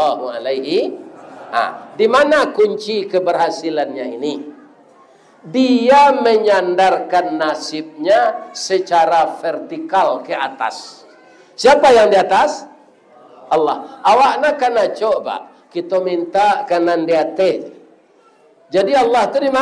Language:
Minangkabau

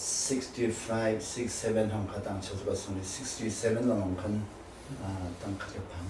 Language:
Hakha Chin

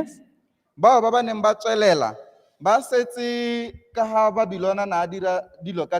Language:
Tswana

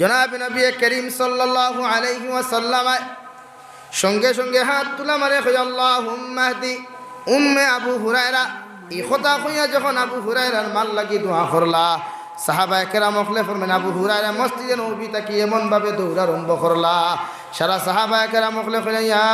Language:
Sylheti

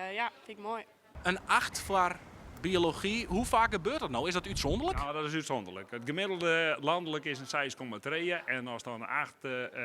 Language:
Western Frisian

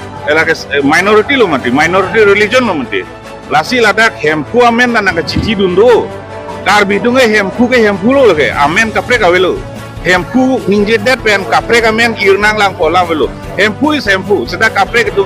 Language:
Karbi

